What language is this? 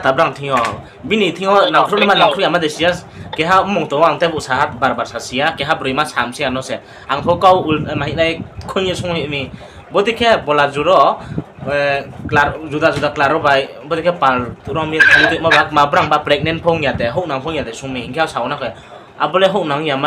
Riang (India)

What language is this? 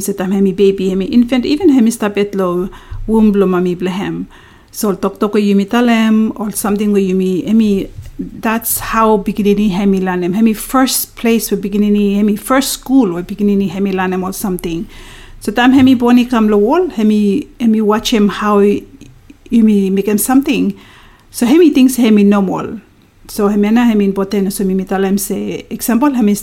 Bislama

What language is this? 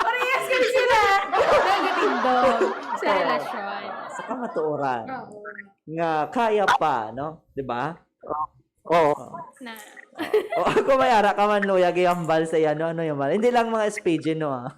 Hiligaynon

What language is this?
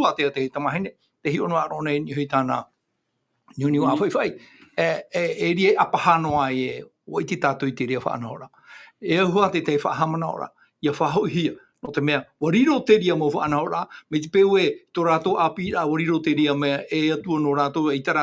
Tahitian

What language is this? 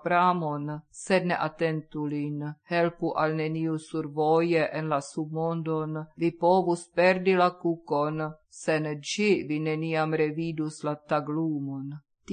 Esperanto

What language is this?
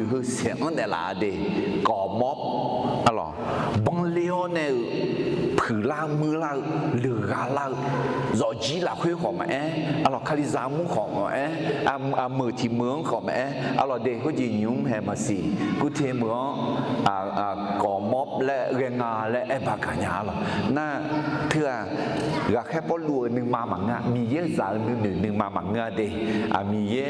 Akha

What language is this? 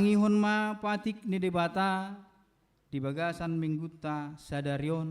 Batak Toba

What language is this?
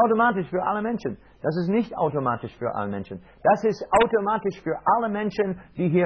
German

